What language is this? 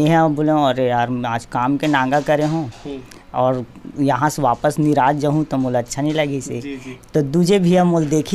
Chhattisgarhi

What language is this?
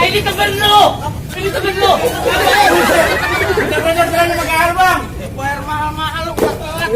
Betawi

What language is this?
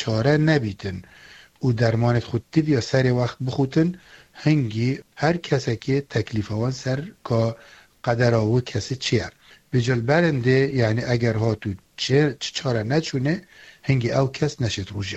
Kurdish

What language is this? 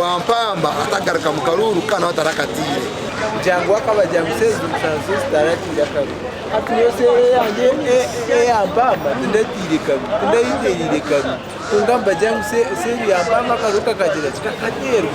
Nyankole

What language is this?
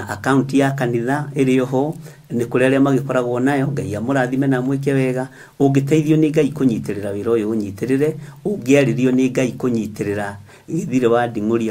Kikuyu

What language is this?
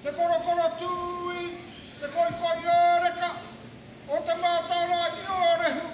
Māori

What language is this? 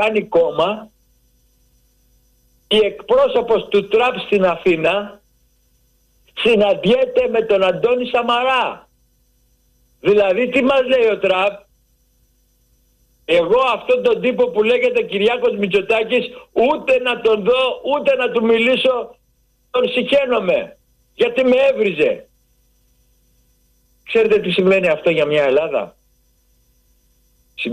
Greek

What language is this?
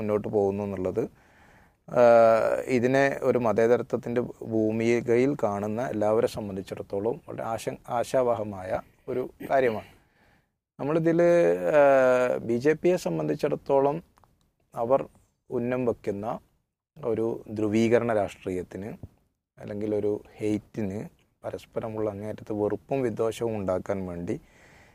Malayalam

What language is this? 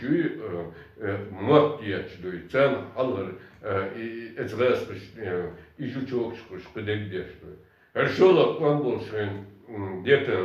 Chechen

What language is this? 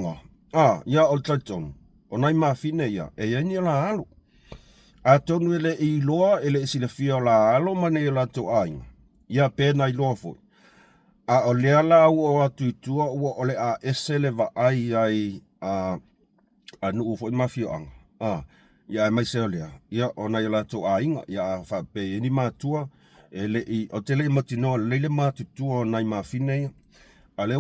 Samoan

